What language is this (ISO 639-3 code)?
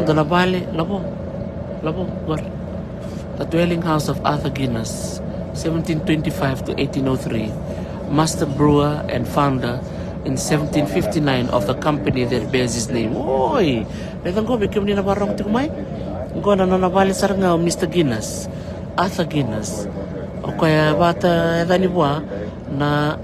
fij